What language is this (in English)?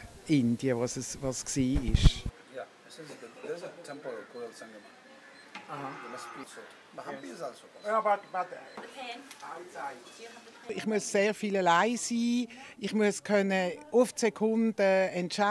Swiss German